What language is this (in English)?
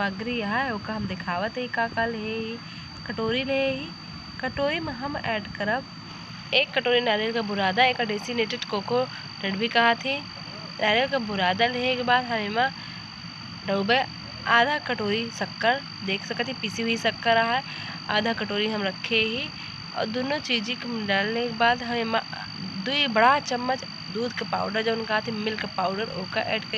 Awadhi